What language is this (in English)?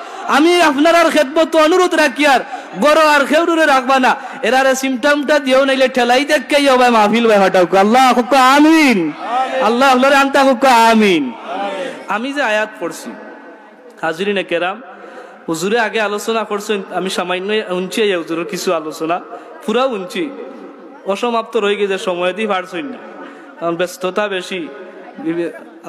Sylheti